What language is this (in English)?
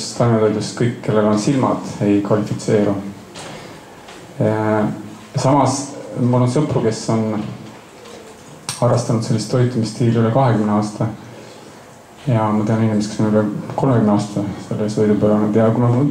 Estonian